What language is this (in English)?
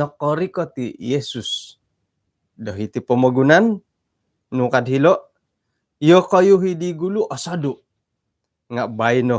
Central Dusun